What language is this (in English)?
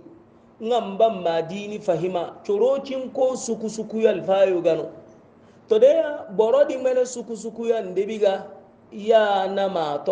Hausa